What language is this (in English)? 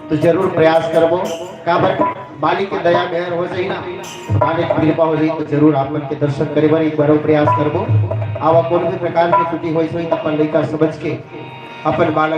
Chhattisgarhi